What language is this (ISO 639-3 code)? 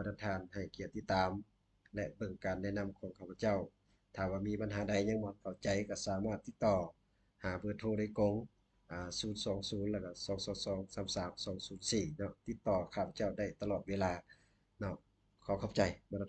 lao